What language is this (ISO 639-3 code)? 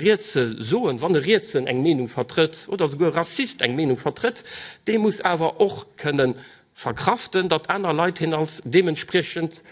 ltz